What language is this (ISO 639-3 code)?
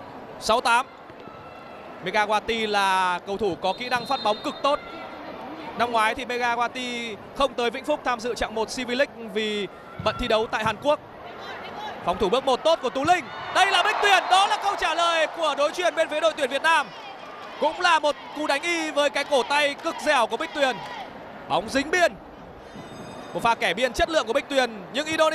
vie